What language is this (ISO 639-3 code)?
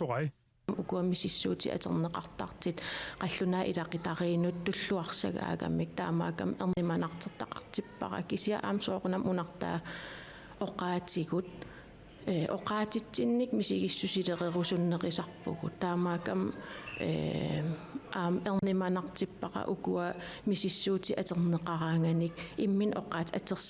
kal